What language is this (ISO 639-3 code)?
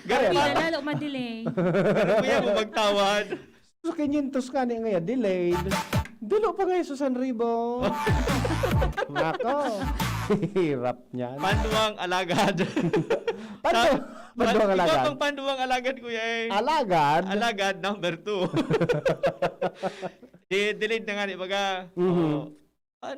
bik